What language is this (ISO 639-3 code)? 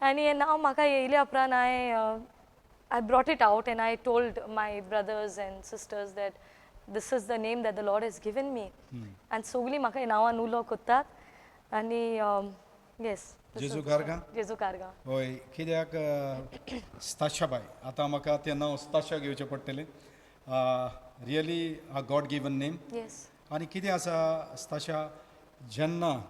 kok